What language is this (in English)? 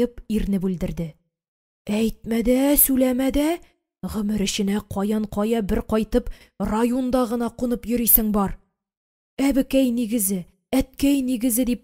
Tatar